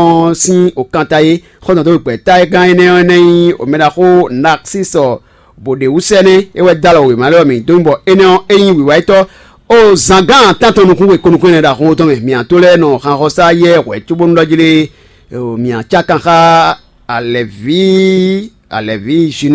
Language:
Fon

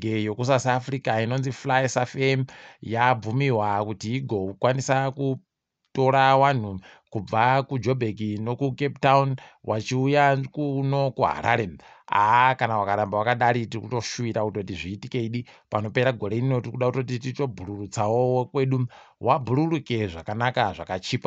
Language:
Ndau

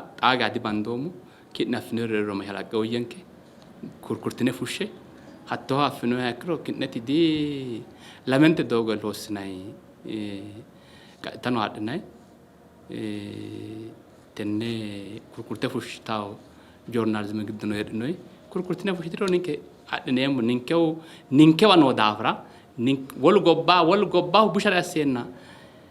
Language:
Sidamo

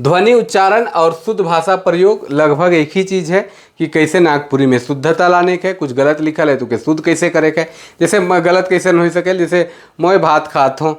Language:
Sadri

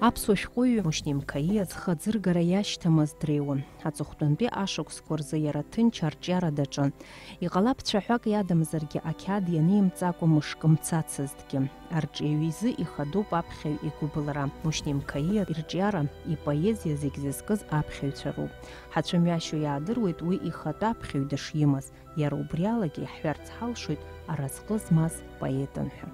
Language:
Abkhazian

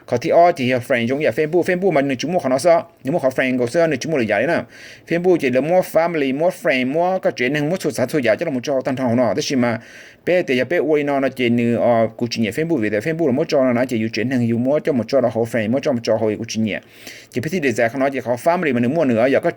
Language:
Hmong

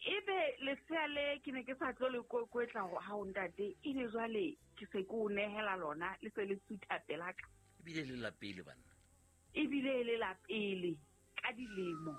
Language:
Southern Sotho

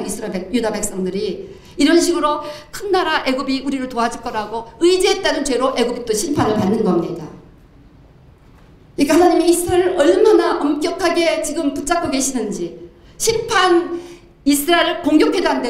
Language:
Korean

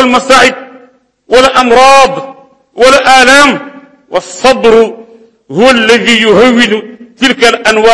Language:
Wolof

